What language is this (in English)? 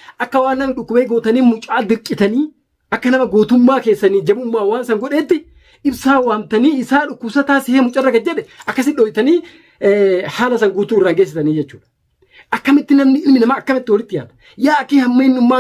Oromo